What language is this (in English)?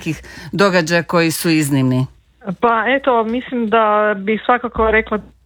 Croatian